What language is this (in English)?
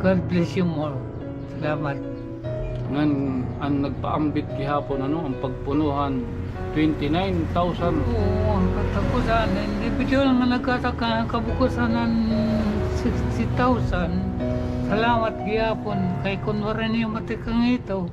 Waray